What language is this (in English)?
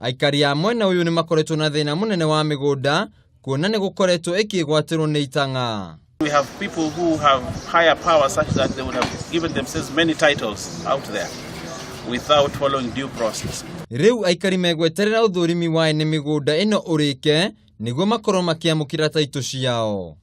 Kikuyu